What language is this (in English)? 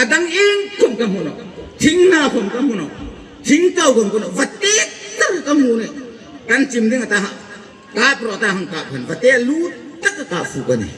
Hmar